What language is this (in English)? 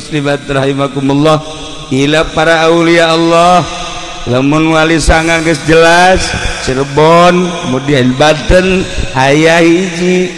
Sundanese